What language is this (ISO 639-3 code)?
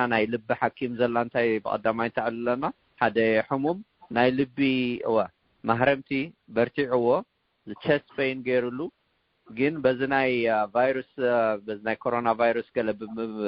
tir